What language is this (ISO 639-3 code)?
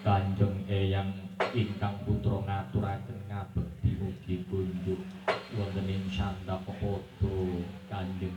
jav